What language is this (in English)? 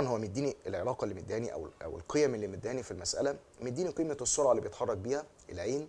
Egyptian Arabic